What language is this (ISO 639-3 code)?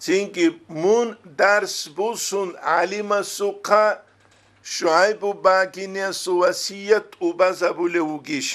ava